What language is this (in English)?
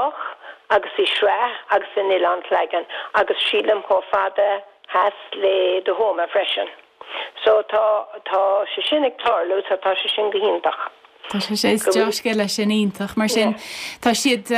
Irish